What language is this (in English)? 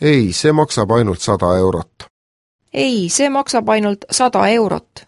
Estonian